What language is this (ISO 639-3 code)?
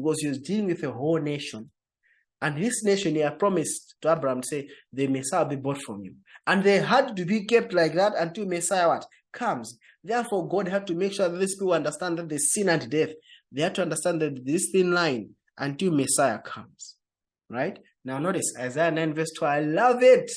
eng